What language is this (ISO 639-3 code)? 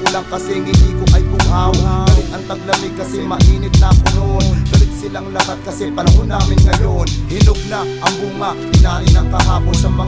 fil